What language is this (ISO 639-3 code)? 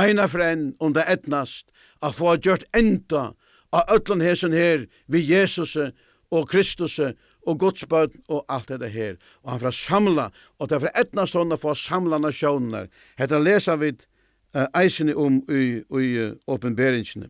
fao